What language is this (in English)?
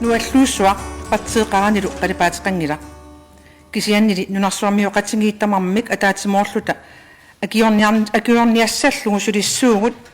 Kalaallisut